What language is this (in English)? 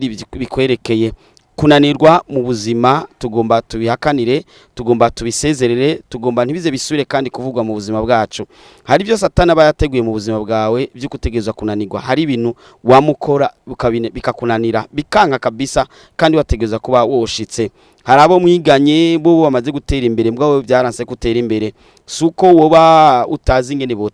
Rundi